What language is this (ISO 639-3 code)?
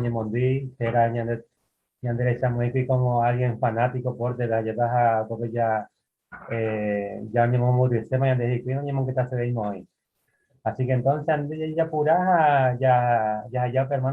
grn